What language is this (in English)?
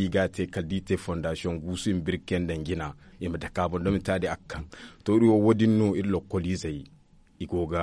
Zarma